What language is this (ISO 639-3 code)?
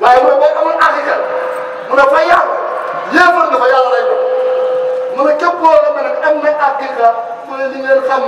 wol